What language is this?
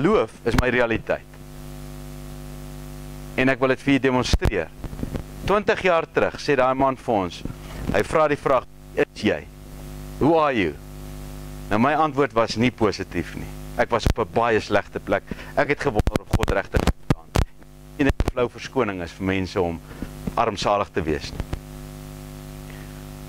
Afrikaans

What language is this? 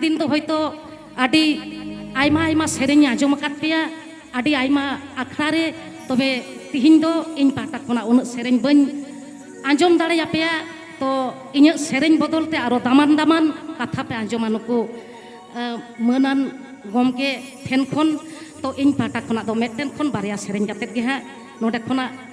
Santali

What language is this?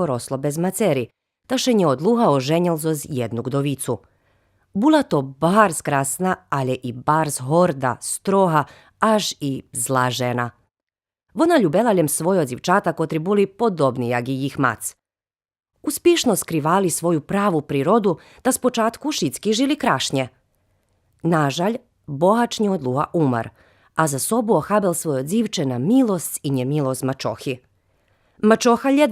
Rusyn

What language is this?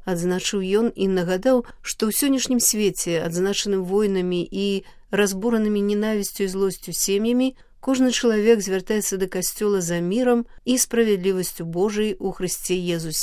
Belarusian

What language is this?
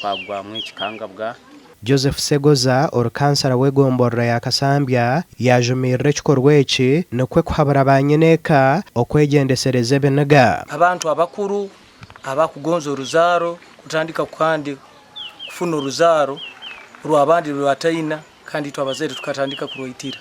Nyankole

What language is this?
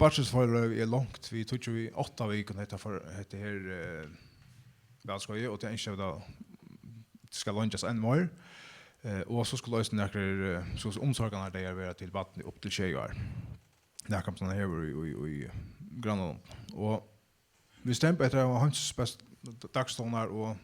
Faroese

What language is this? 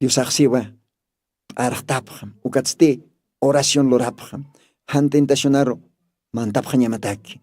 Aymara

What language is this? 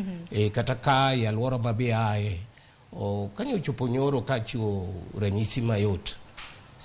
Luo (Kenya and Tanzania)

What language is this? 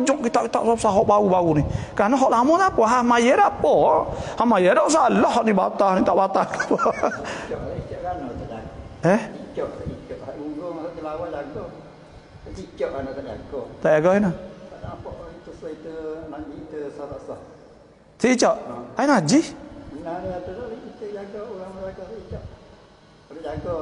Malay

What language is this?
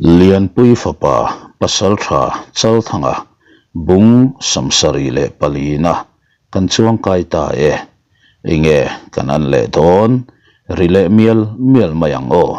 Mizo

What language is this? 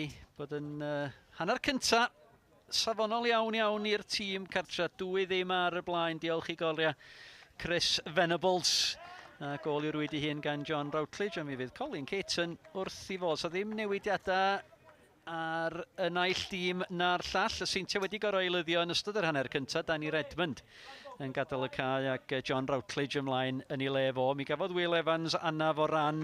Welsh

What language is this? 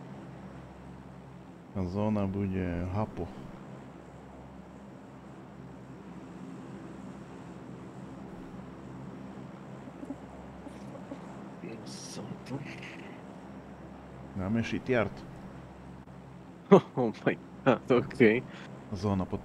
Slovak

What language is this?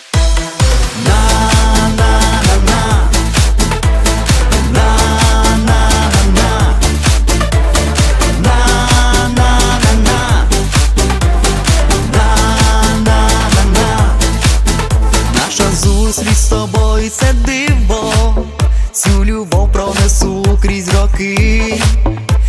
Ukrainian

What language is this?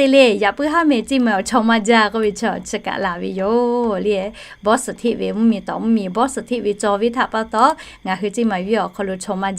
Lahu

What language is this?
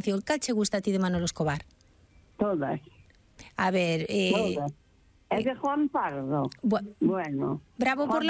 Galician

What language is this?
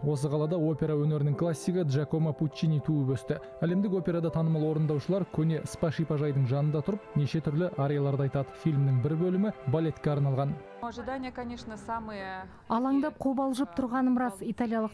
Kazakh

